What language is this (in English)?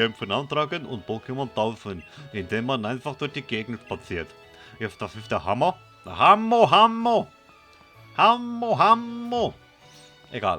Swiss German